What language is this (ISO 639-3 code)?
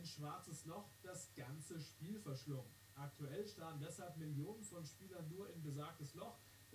bar